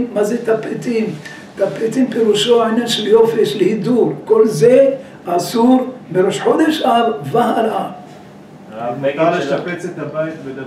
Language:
Hebrew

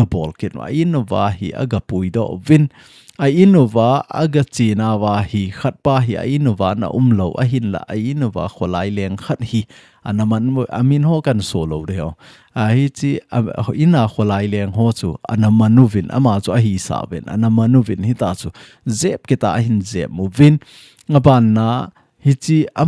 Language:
Thado Chin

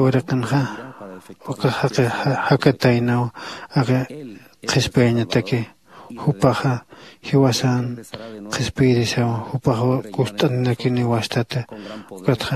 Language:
Aymara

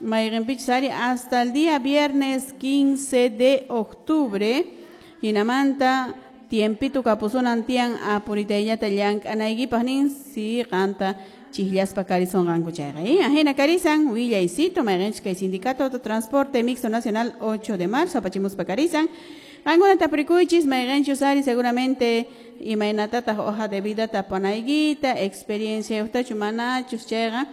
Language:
Quechua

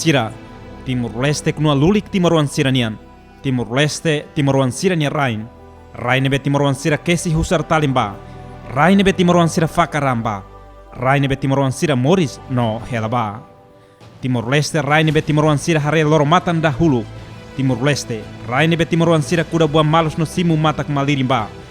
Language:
Tetum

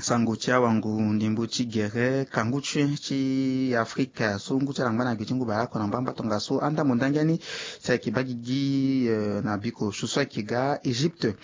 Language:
Sango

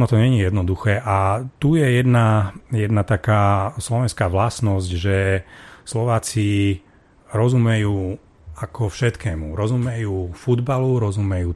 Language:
Slovak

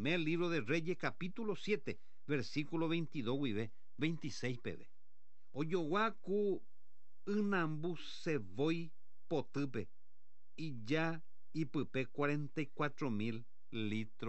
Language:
Guarani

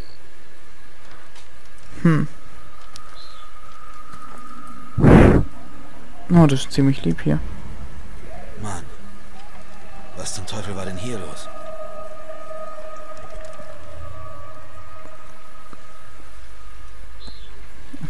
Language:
German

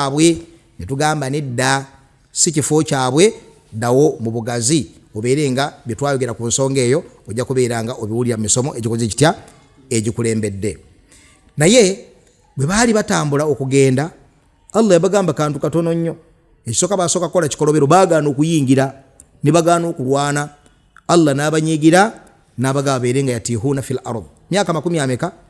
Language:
Ganda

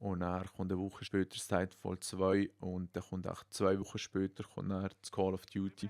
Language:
Swiss German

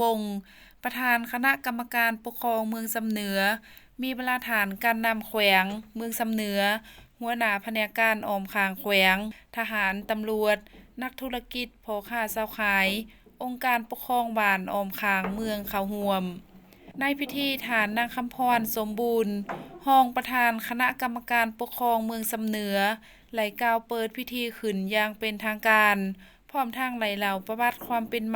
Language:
Lao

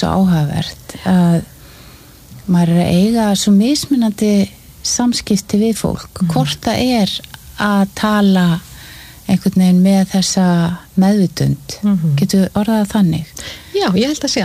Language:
Icelandic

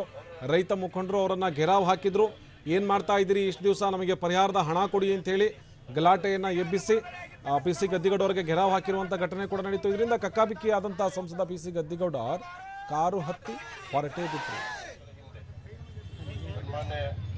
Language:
Kannada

